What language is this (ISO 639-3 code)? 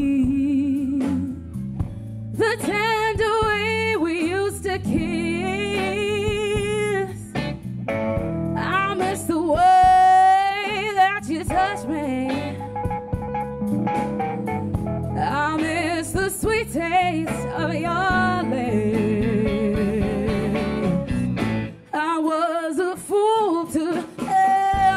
eng